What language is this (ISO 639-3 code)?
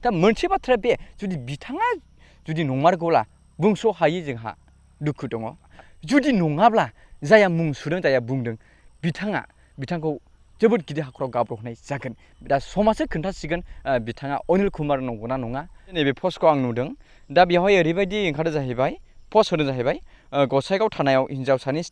brx